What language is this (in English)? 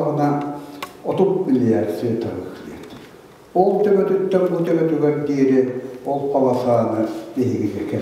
Yakut